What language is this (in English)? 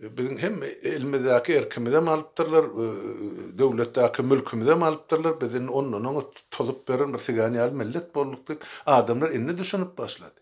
Turkmen